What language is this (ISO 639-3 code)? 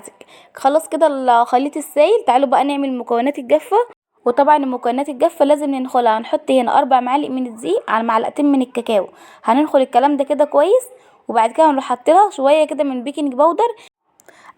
arz